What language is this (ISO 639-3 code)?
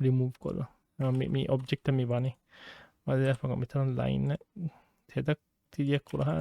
div